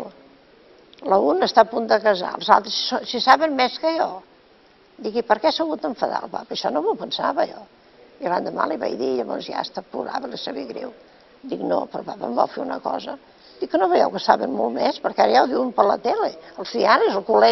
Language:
Catalan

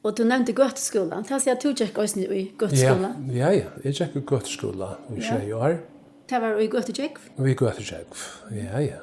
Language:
Faroese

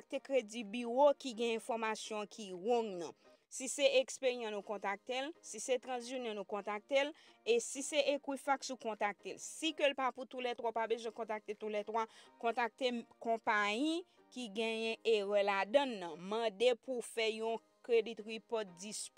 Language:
Haitian Creole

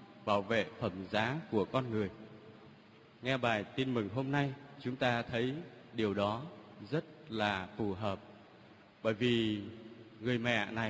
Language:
Vietnamese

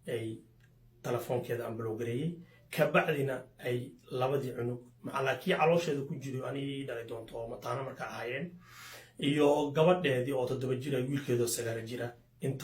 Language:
Somali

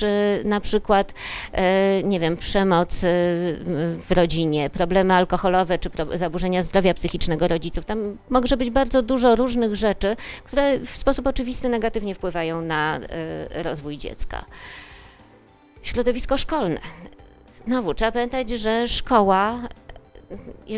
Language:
Polish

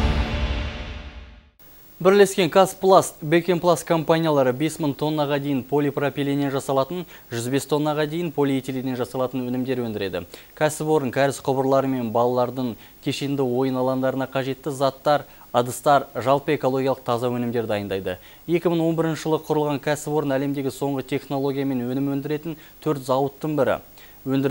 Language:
Kazakh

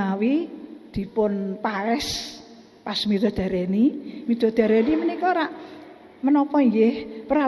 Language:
Javanese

